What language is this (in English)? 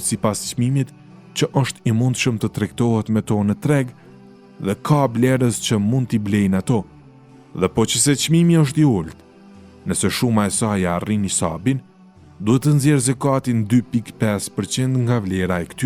Albanian